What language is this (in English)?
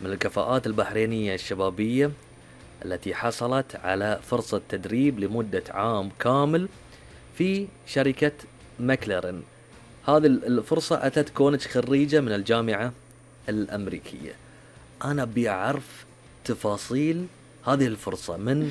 Gulf Arabic